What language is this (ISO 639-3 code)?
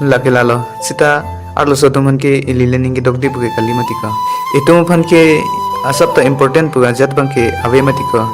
mjw